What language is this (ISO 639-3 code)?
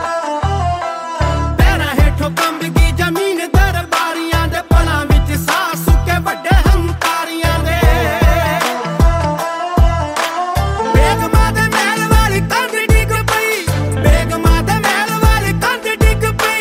pan